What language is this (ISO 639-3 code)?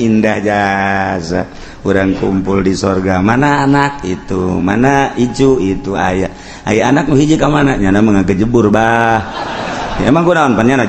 sun